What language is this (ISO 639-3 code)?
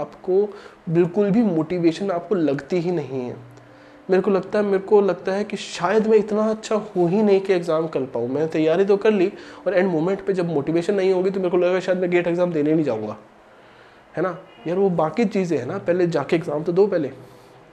hin